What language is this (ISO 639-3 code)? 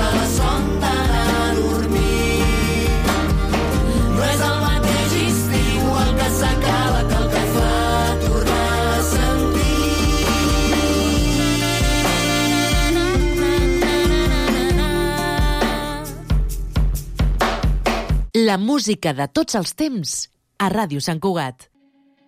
cat